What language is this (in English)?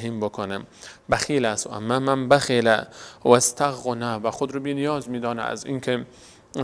Persian